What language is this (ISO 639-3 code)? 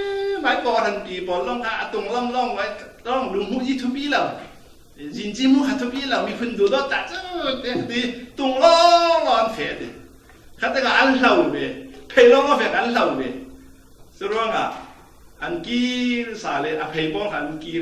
cfm